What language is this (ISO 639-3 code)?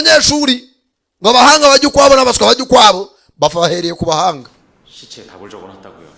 kin